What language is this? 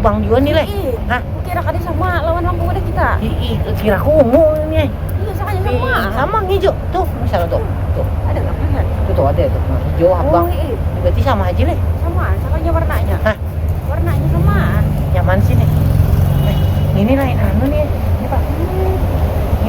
Banjar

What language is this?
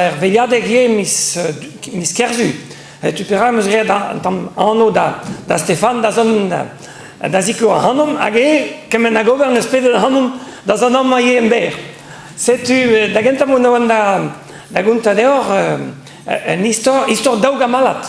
Breton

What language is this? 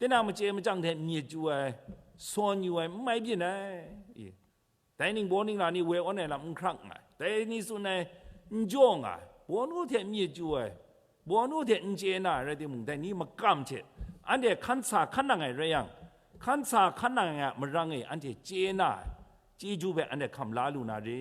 Kachin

